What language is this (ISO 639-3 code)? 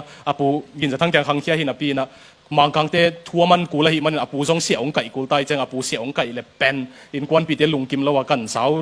ctd